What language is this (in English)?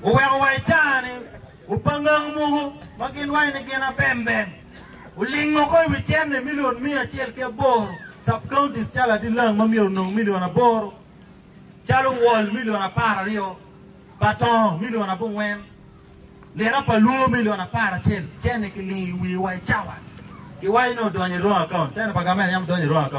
Acoli